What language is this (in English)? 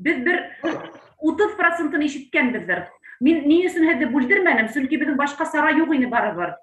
Bashkir